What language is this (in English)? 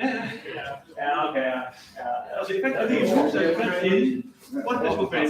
Faroese